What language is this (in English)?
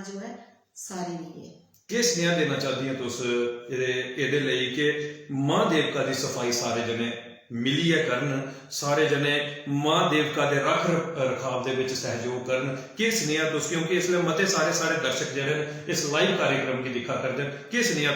Dogri